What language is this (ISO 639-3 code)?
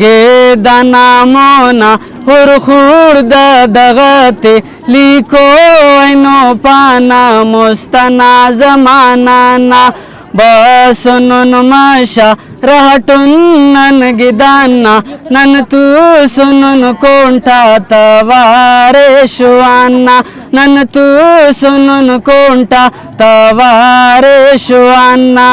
brh